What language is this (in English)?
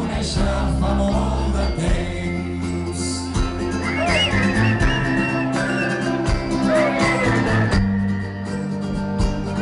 Catalan